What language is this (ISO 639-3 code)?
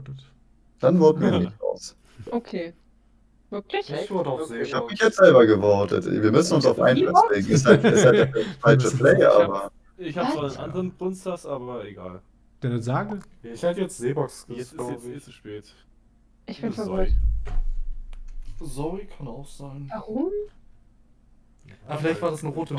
deu